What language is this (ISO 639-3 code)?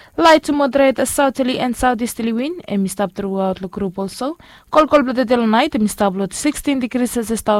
bis